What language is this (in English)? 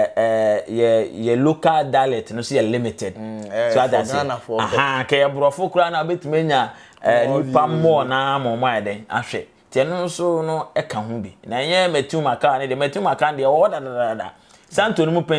Akan